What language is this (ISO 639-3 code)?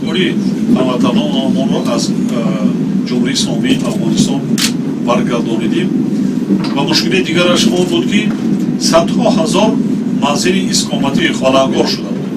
tgk